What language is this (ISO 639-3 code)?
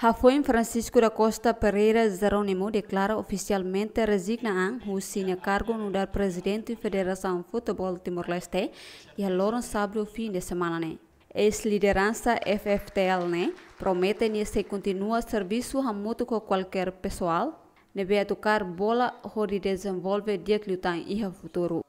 tet